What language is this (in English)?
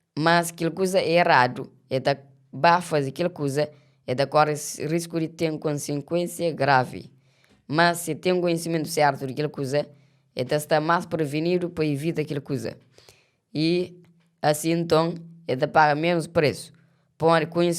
Kabuverdianu